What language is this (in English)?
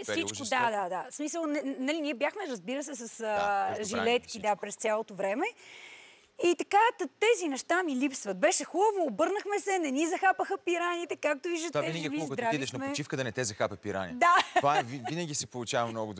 Bulgarian